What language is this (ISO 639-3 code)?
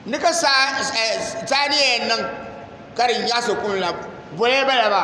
dag